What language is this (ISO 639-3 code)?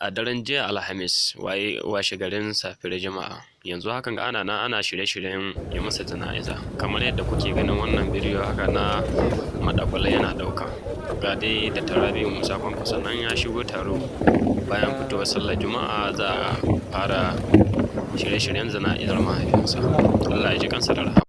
hau